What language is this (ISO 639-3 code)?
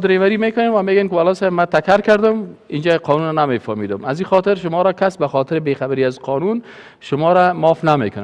fas